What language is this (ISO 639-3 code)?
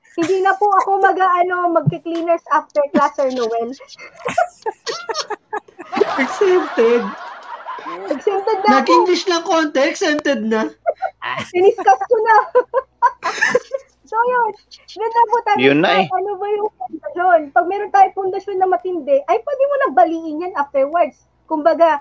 fil